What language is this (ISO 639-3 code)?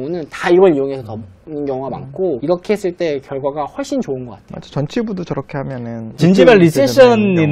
kor